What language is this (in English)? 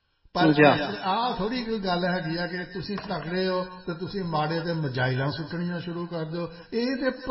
Punjabi